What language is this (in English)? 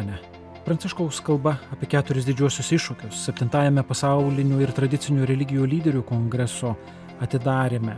Lithuanian